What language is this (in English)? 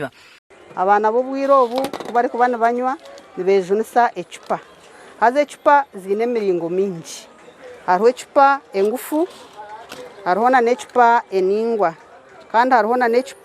Nyankole